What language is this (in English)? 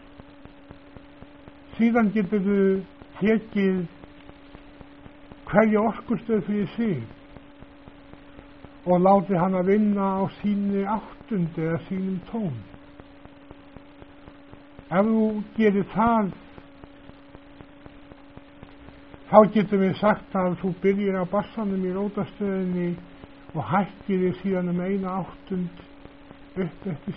Icelandic